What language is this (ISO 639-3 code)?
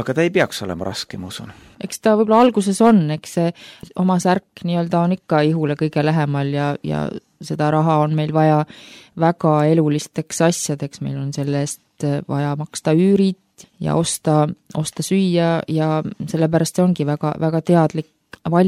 est